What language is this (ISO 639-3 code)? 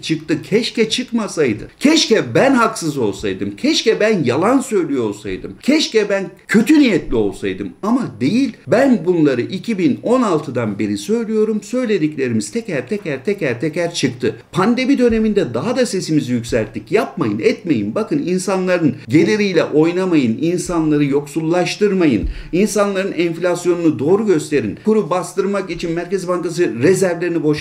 tur